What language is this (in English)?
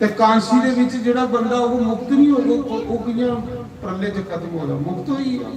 Dogri